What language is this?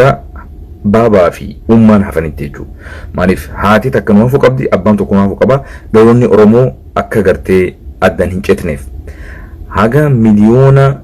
Oromo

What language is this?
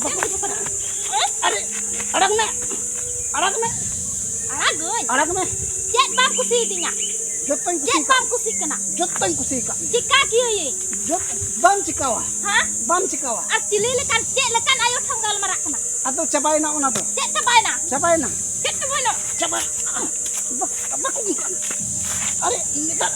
Santali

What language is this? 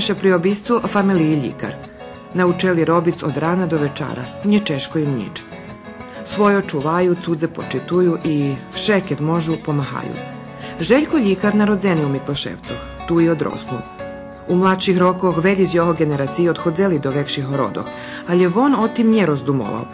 Rusyn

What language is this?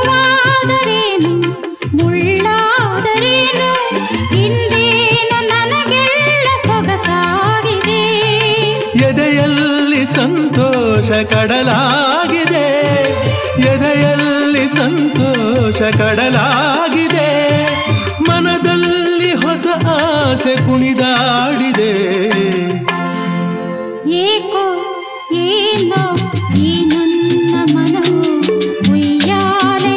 Kannada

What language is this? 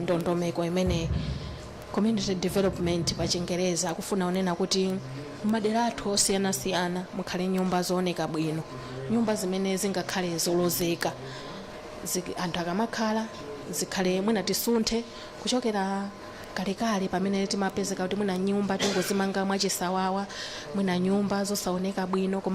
Nyanja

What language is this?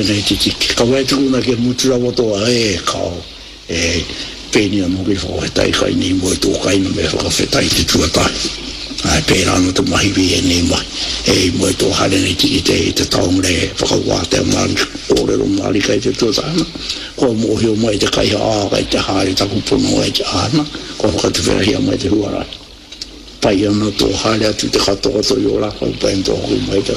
Māori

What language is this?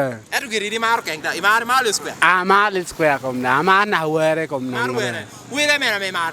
Lango (Uganda)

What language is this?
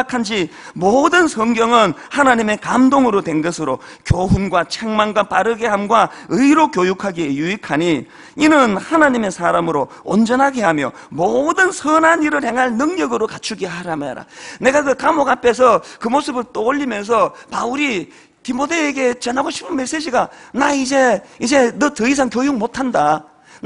Korean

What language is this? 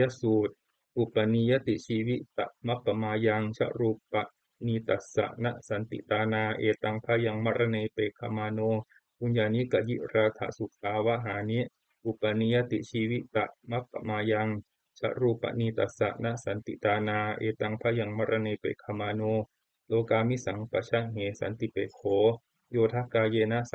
Pali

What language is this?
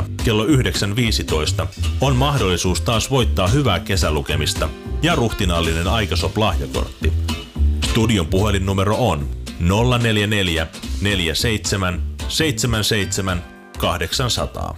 Finnish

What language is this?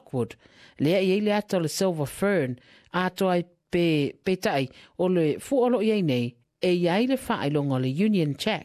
Samoan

